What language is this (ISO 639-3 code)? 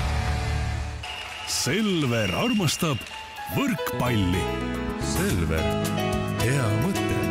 est